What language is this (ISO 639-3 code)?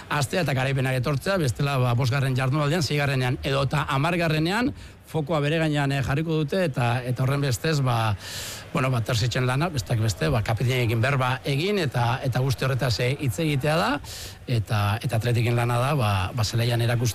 eus